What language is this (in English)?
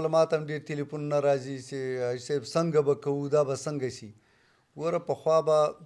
Pashto